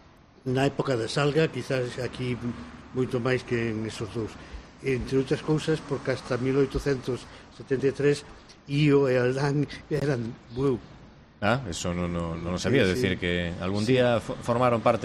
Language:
Galician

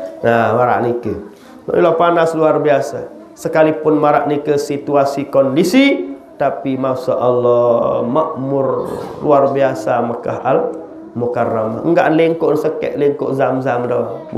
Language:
Sasak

